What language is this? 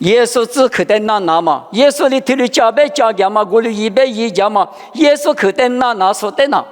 Lisu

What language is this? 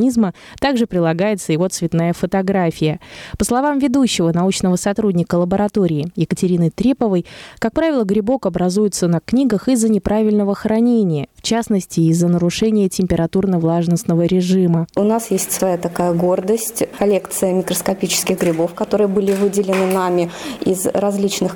Russian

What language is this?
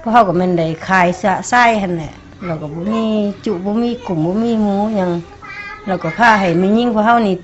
Lao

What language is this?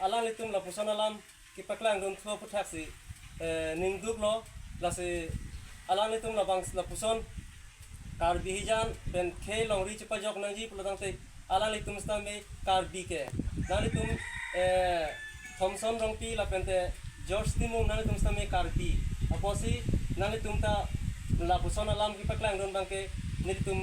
Karbi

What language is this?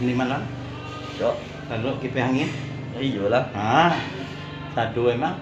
Minangkabau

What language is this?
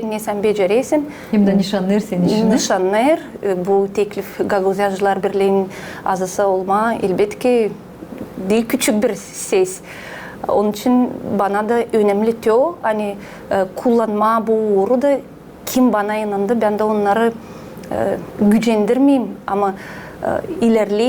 Gagauz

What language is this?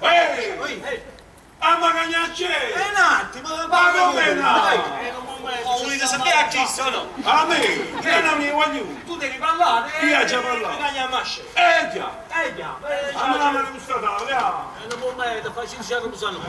Neapolitan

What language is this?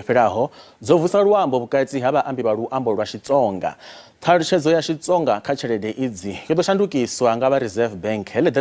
Venda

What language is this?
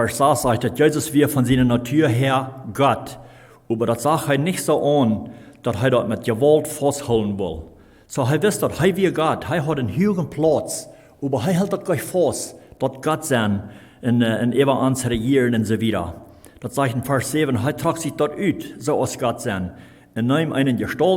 Plautdietsch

